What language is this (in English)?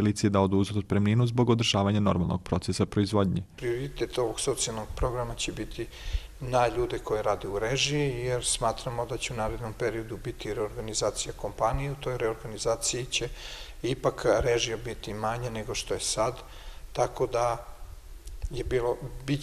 Serbian